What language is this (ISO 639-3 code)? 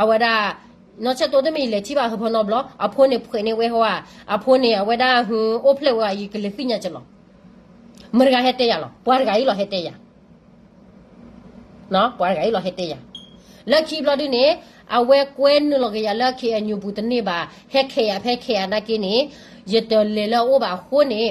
ksw